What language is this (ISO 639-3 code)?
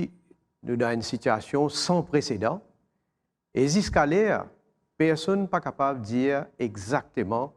mfe